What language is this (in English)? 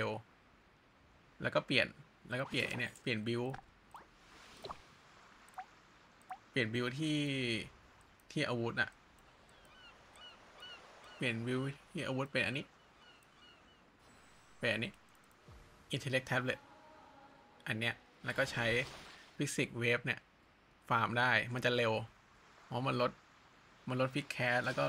Thai